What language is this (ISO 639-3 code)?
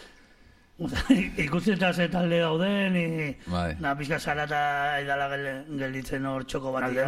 eus